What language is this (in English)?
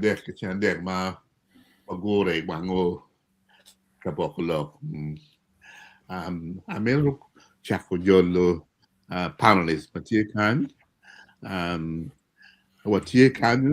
Acoli